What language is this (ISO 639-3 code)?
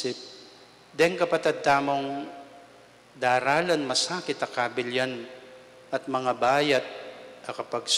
pam